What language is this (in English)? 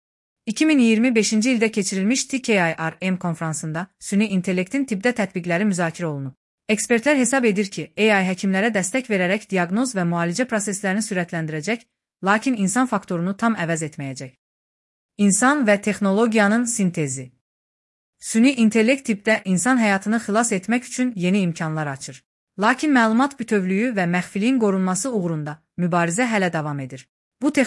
Azerbaijani